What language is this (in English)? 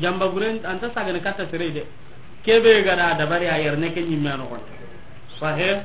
Soninke